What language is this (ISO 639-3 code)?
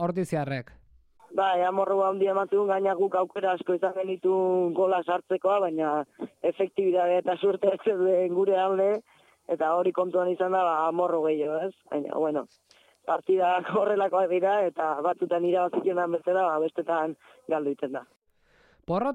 eus